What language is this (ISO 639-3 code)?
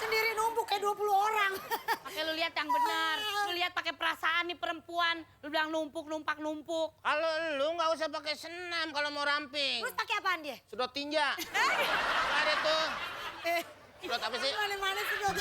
bew